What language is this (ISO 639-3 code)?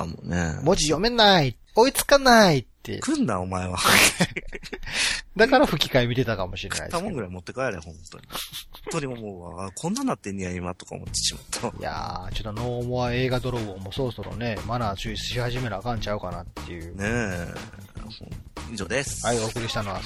jpn